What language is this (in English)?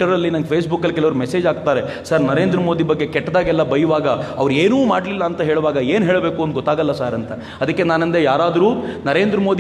Kannada